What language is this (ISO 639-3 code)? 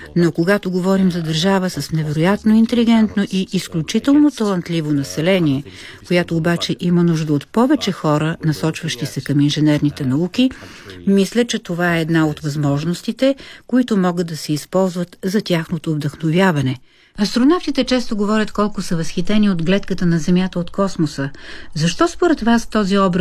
bul